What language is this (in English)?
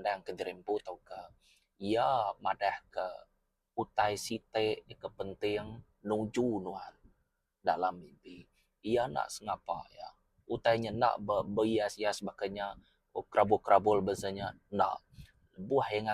Iban